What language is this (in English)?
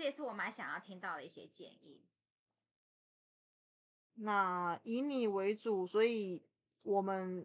Chinese